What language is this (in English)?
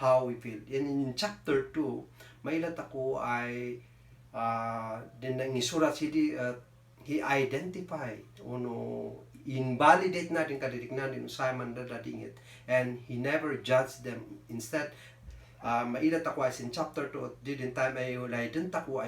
Kankanaey